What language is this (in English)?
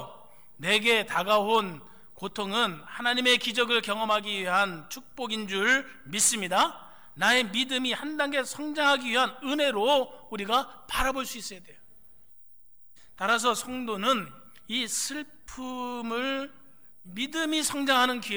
Korean